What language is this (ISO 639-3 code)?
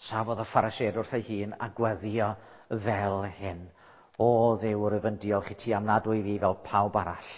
cym